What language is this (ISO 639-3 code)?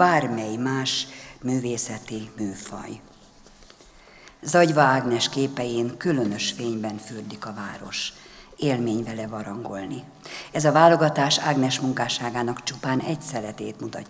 hun